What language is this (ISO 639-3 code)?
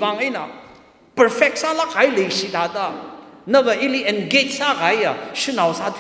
nmf